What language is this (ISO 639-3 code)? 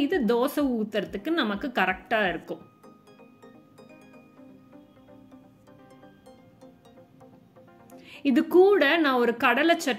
tam